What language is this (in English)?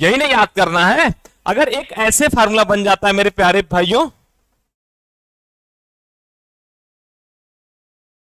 Hindi